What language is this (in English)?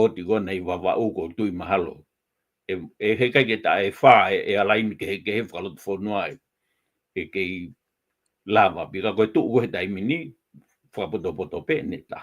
Tongan